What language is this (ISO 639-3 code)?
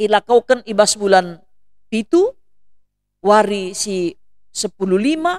btx